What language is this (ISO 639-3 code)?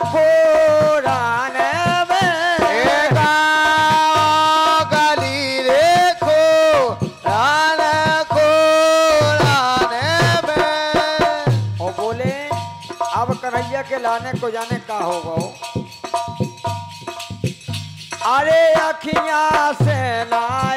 bns